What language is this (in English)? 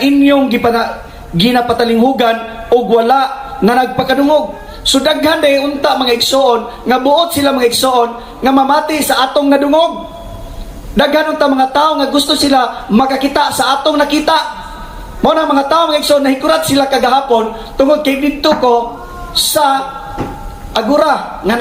Cebuano